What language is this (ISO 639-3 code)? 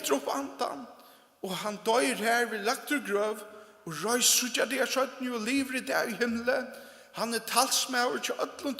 fao